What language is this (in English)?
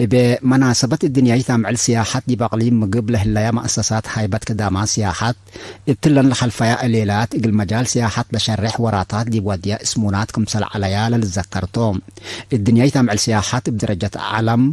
Tigre